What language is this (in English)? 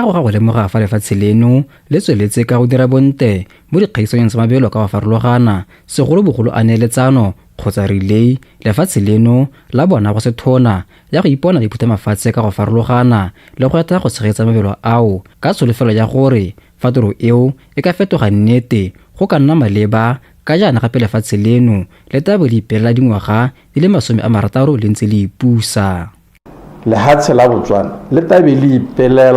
Tswana